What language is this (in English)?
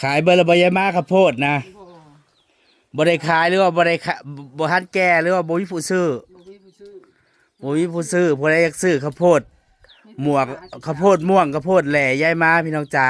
Northeastern Thai